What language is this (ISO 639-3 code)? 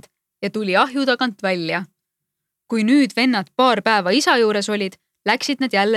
est